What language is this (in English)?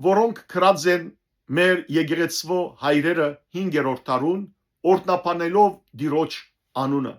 Western Armenian